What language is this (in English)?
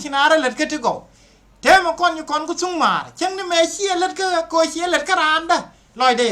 Nuer